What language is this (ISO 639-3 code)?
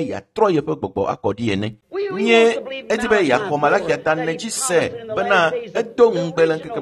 ewe